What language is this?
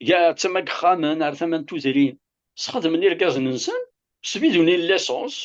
Kabyle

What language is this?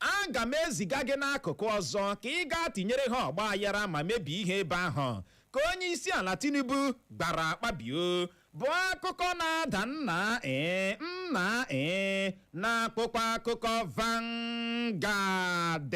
Igbo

